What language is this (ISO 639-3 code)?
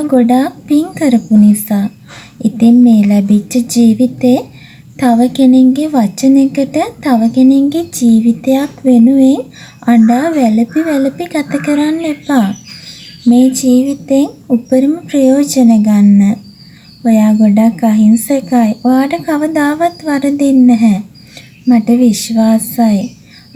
sin